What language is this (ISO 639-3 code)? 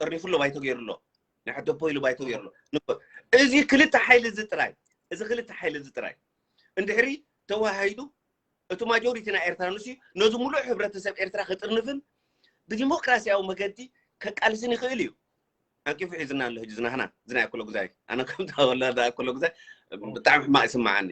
tir